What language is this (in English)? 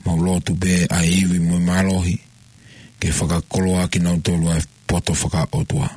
Tongan